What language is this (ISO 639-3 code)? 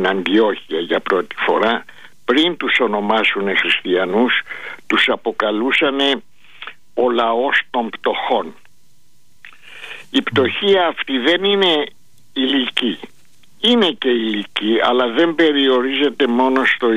ell